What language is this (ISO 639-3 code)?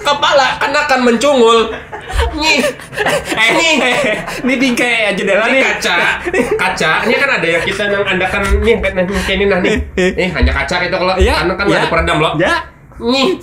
bjn